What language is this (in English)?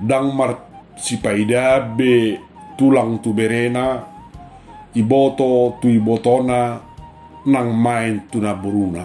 Batak Toba